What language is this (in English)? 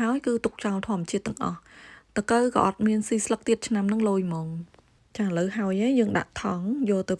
Khmer